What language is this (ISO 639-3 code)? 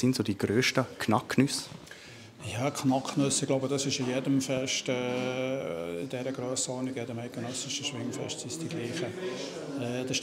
gsw